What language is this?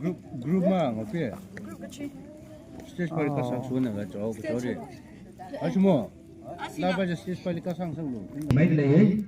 Tangkhul Naga (India)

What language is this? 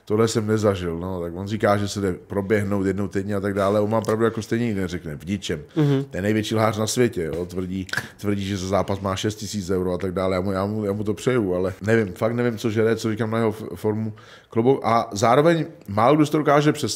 Czech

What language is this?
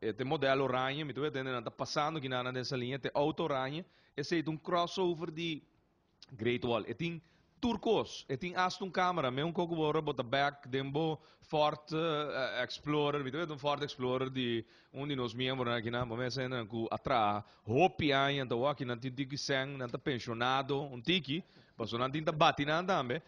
Papiamento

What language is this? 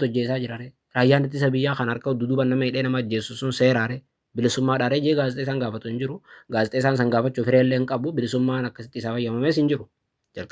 Oromo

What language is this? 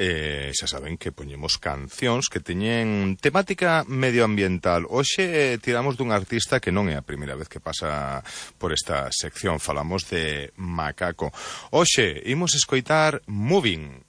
Galician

